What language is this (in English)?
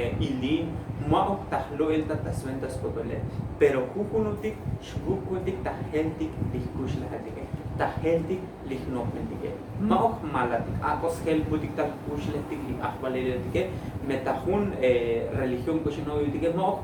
Tzotzil